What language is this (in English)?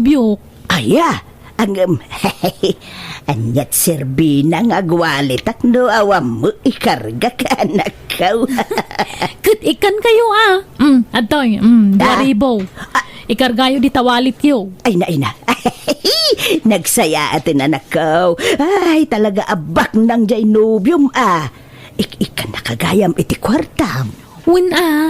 Iloko